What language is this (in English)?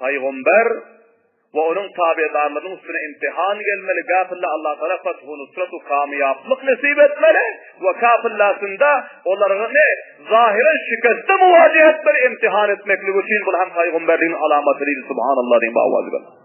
Turkmen